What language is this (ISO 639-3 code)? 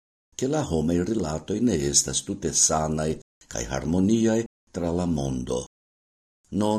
epo